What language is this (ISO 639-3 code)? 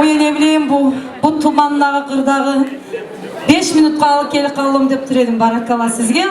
kum